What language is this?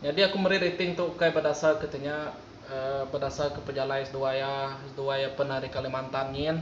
Iban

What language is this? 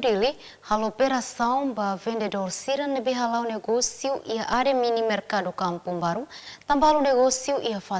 Tetum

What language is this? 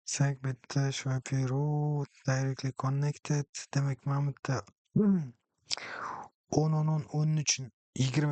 Uzbek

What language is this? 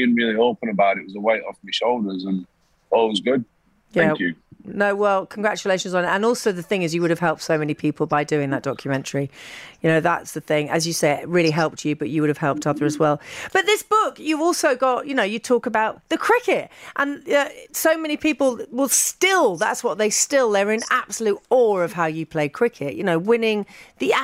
English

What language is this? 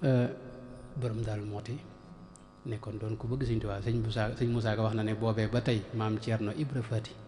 Wolof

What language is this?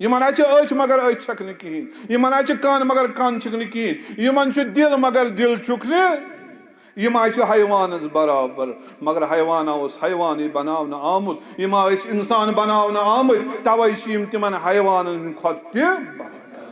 Kashmiri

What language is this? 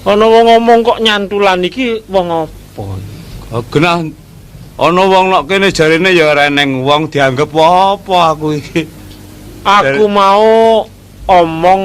Javanese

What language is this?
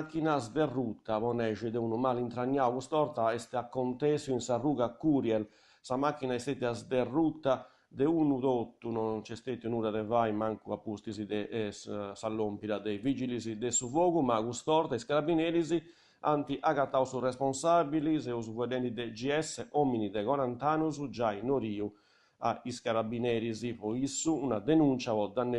Sardinian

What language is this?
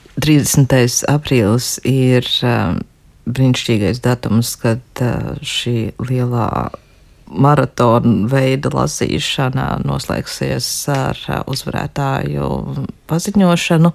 Latvian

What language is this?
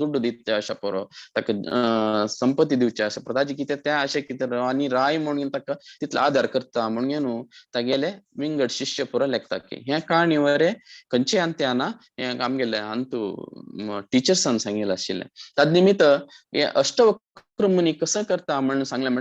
Konkani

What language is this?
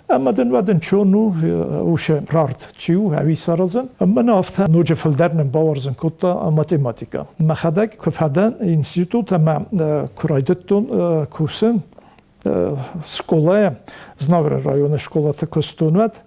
Ossetic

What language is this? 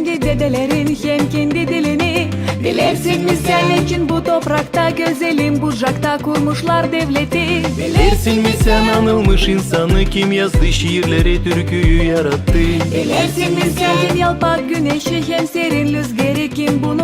Gagauz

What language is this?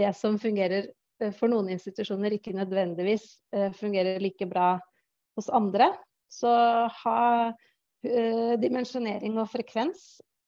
Norwegian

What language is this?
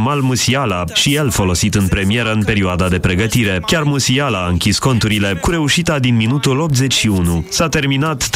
Romanian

